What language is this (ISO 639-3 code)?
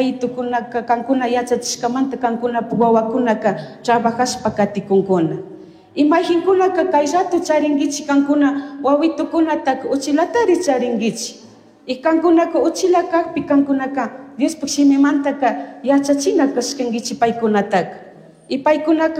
qug